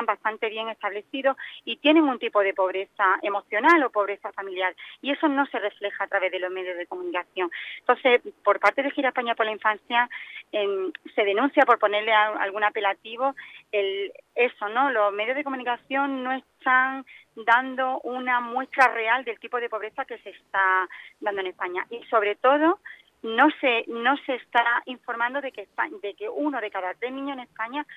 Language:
Spanish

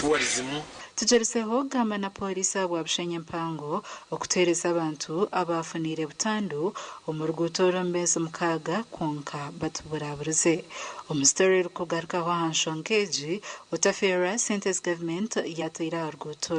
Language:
Nyankole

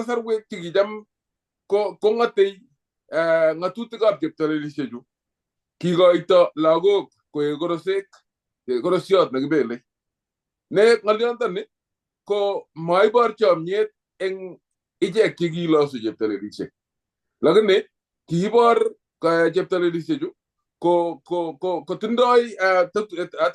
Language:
Kalenjin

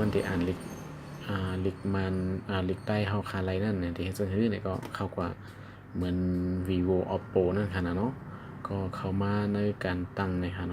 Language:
Shan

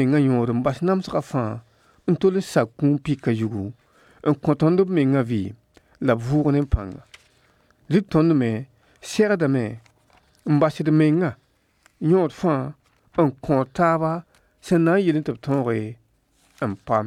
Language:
Mossi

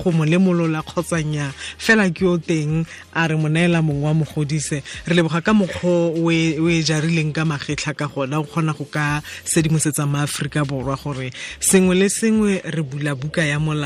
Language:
Tswana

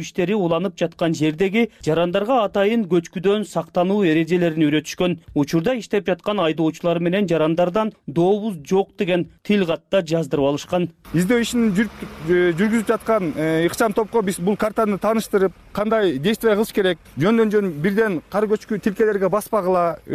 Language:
Kyrgyz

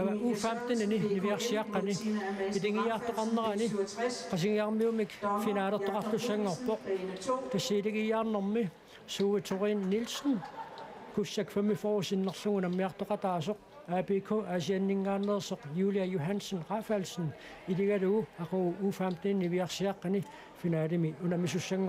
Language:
Kalaallisut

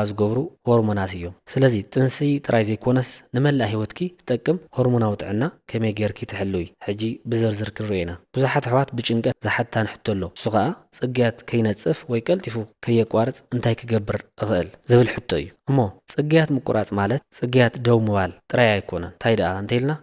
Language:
Tigrinya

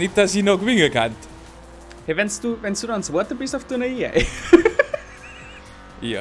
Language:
Bavarian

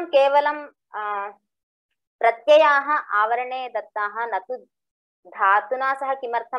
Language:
Sanskrit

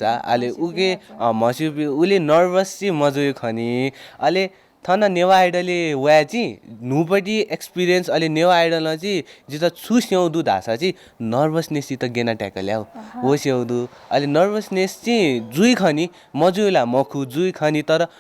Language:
Newari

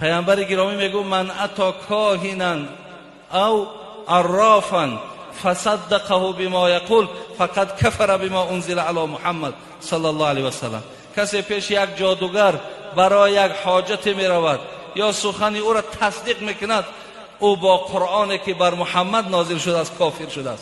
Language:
Tajik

